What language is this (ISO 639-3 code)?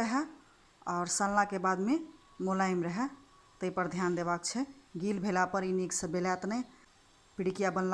mai